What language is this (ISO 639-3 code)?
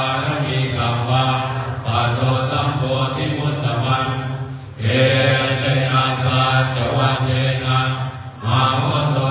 pli